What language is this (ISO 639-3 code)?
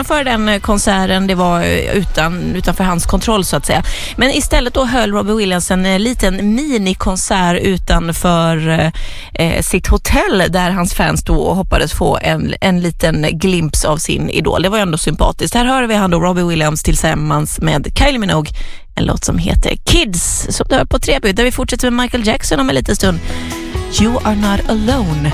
swe